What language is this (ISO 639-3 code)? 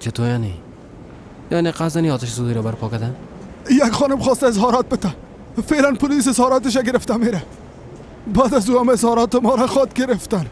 fas